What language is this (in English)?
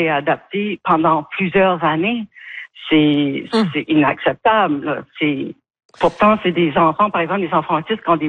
French